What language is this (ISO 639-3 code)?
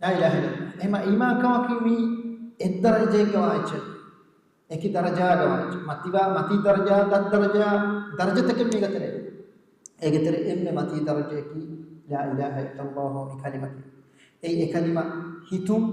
div